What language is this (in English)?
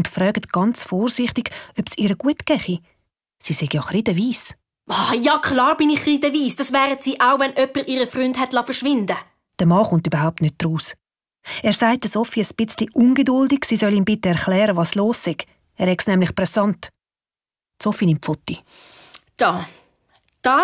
Swiss German